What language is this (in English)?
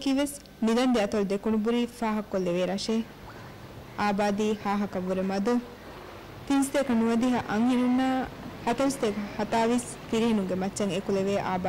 Divehi